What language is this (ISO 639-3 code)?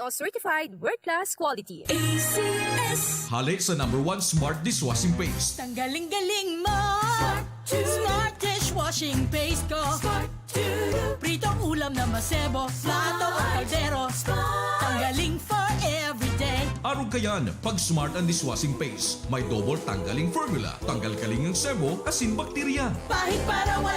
bik